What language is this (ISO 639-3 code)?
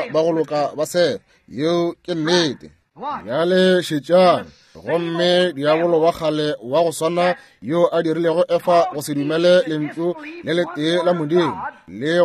nso